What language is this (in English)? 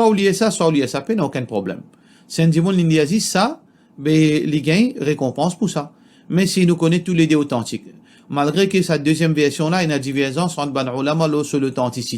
Morisyen